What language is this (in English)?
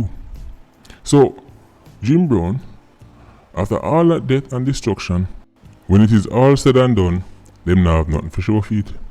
Jamaican Creole English